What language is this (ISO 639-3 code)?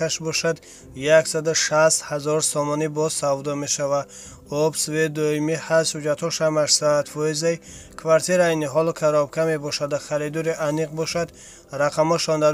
tgk